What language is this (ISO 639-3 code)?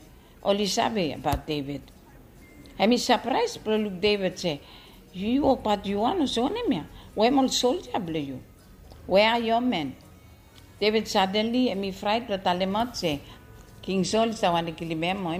bis